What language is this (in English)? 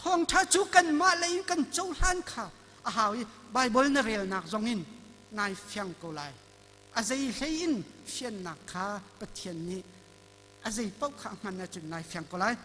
Hakha Chin